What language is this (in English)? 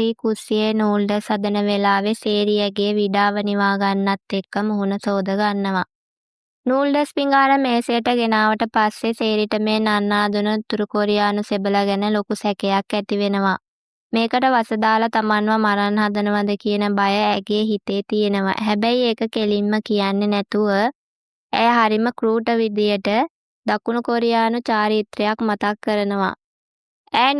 Sinhala